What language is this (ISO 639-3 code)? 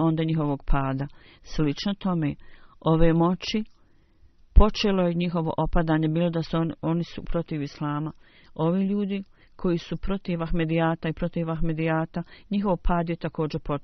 bos